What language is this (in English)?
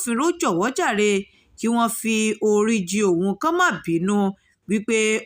Yoruba